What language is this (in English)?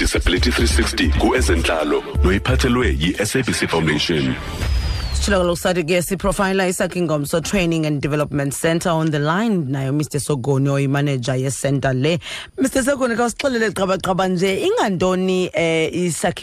Xhosa